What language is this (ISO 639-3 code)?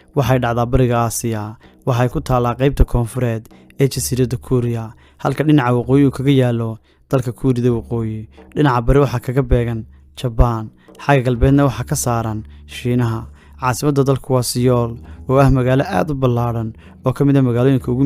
som